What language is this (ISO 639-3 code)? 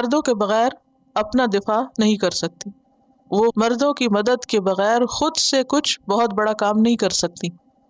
urd